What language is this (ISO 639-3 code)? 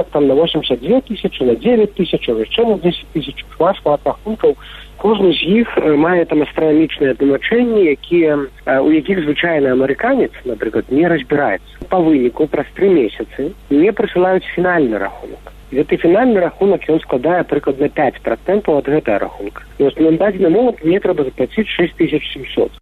bel